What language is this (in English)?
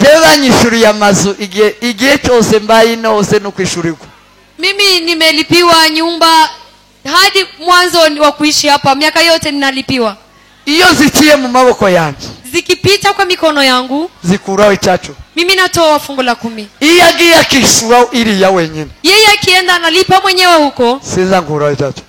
Kinyarwanda